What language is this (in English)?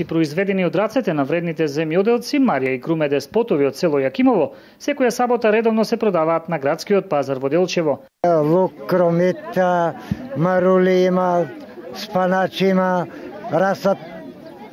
Macedonian